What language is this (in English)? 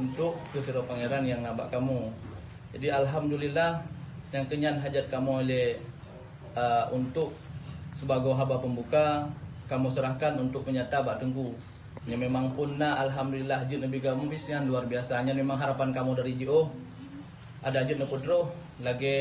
Achinese